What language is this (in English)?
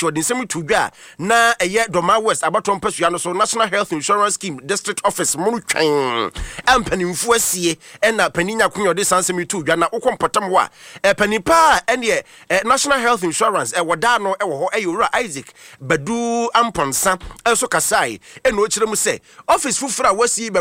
Akan